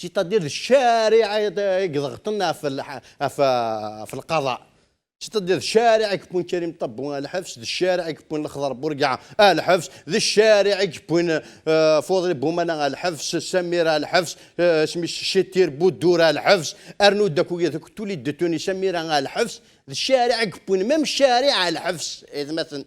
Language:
Kabyle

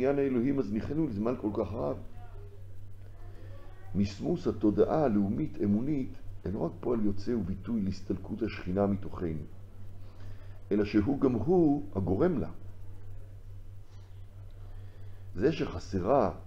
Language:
Hebrew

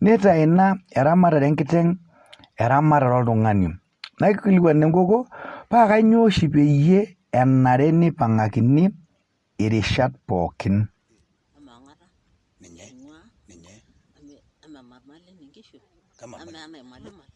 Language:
Masai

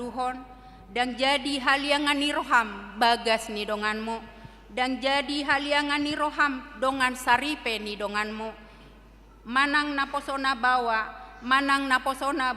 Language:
Batak Toba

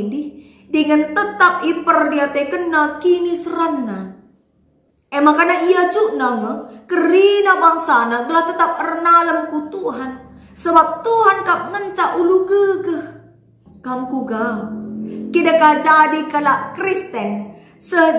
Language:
Batak Karo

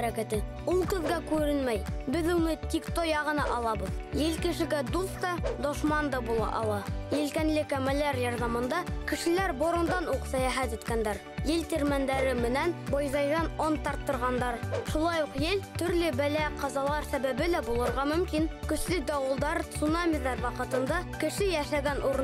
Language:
Bashkir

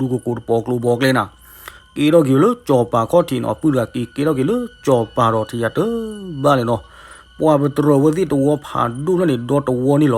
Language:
S'gaw Karen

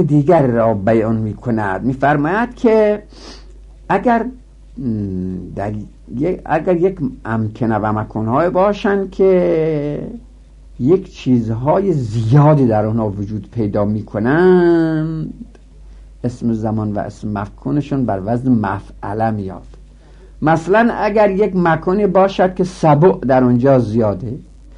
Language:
Persian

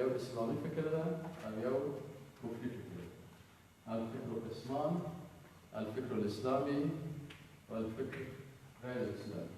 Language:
Persian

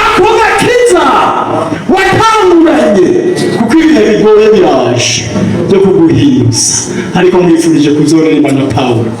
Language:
Rundi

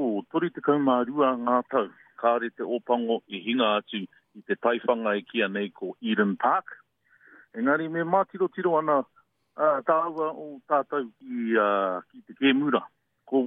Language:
Māori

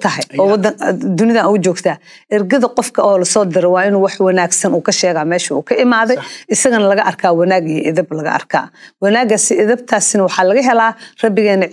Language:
Somali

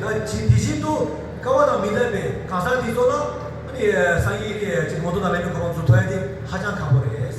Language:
Tibetan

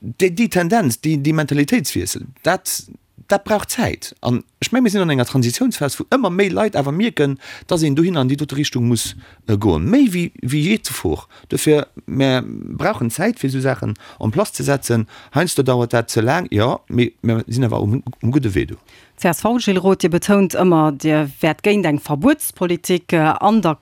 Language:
Luxembourgish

